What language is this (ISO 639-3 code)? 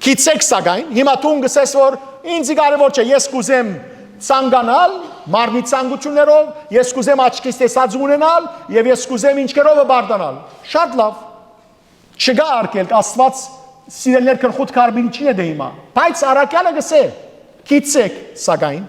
hyw